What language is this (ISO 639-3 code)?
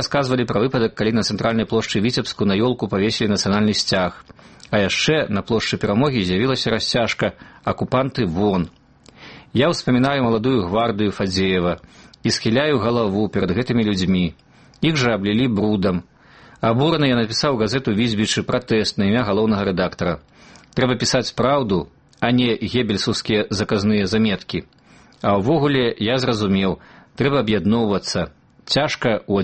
bel